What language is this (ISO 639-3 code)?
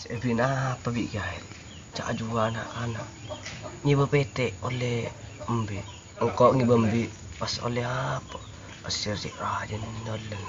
mad